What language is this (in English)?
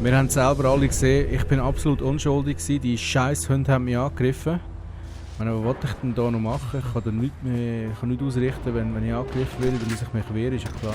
Swiss German